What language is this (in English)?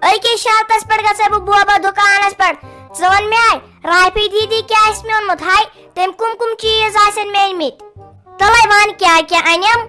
Kashmiri